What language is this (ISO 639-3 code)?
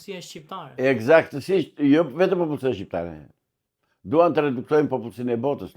sqi